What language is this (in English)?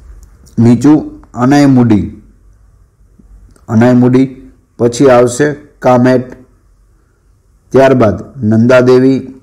Gujarati